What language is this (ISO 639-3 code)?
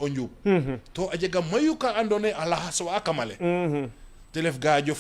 srr